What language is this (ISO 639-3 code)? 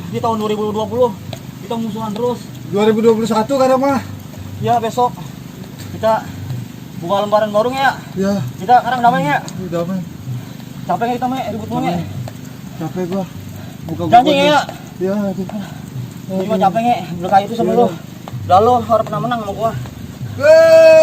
bew